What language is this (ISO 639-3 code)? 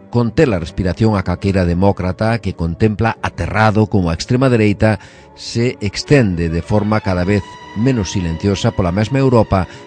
glg